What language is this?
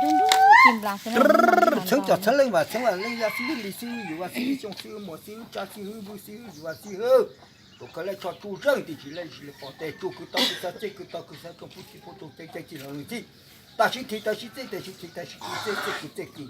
Hmong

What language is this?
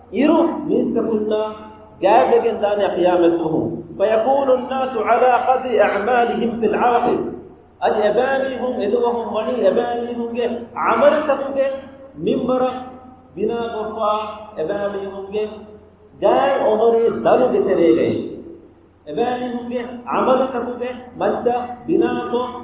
Divehi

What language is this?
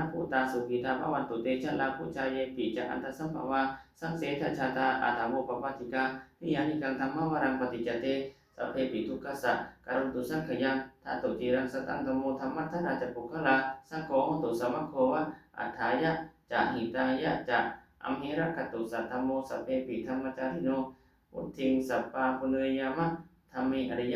Pali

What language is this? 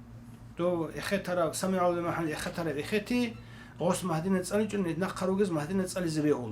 Avaric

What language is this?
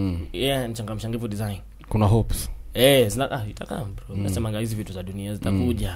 Swahili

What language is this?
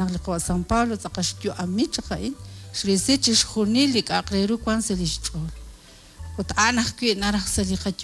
Kekchí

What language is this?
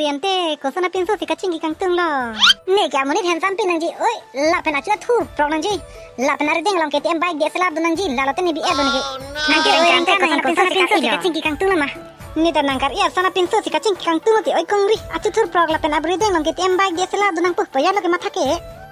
Karbi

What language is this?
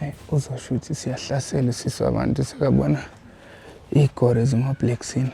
Zulu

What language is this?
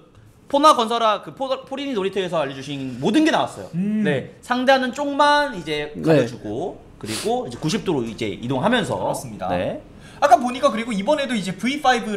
Korean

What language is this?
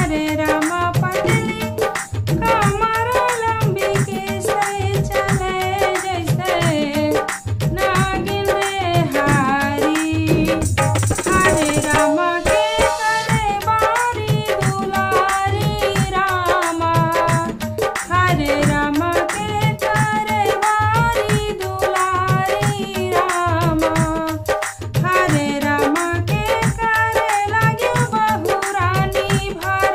Bhojpuri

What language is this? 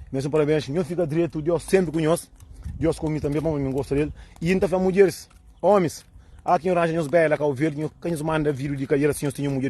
Kabuverdianu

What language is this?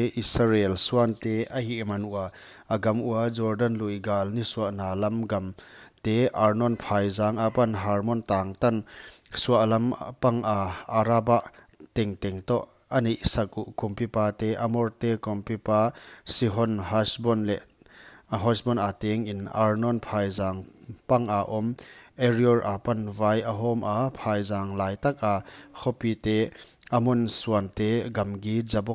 Paite Chin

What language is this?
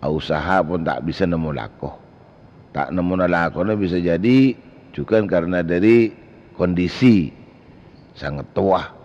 Madurese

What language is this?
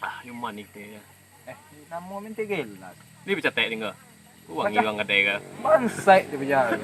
Minangkabau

